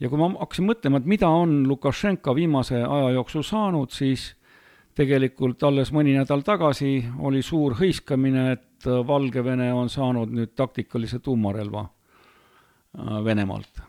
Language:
Estonian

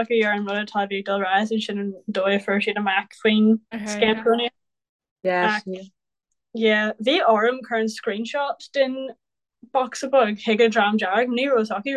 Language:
Irish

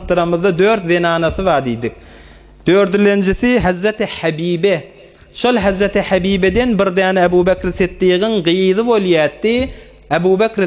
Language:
Turkmen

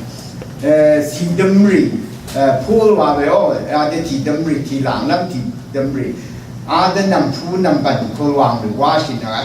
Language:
Rawang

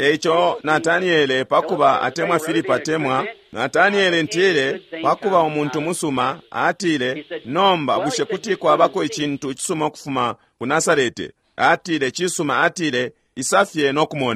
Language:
Bemba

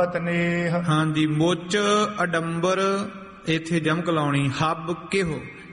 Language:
Punjabi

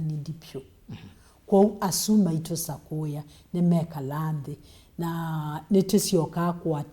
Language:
Kamba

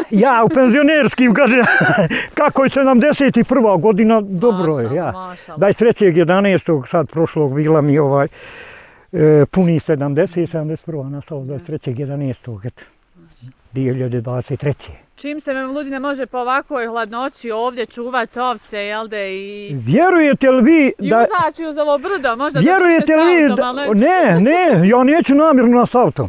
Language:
Bosnian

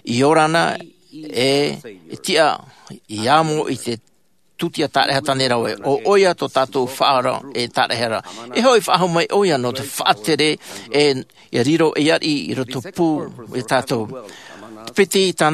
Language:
Tahitian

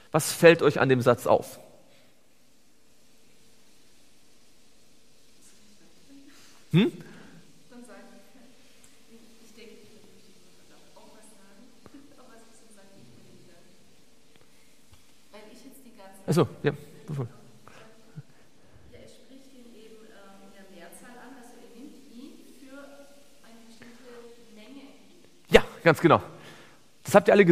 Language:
German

